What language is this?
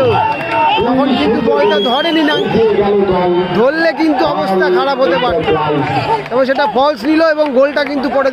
Bangla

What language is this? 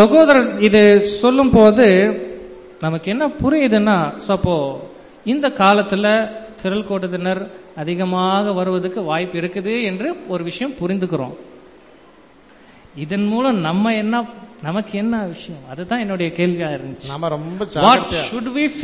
Tamil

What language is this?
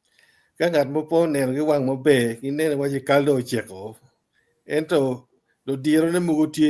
Acoli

